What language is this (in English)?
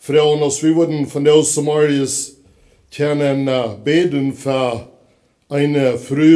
Plautdietsch